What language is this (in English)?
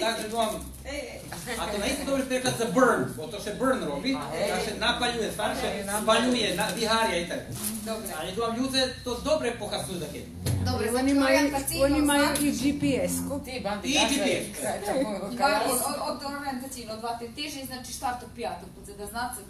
Rusyn